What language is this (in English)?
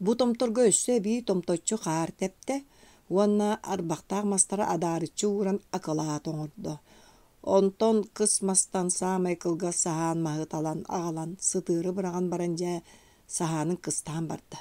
Yakut